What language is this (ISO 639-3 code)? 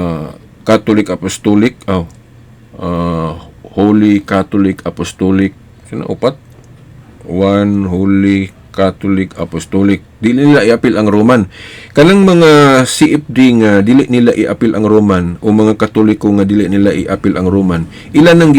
ceb